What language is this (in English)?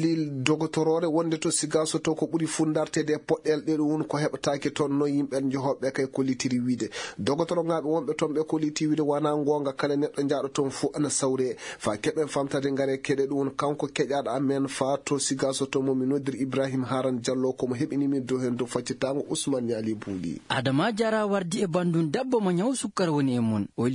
Fula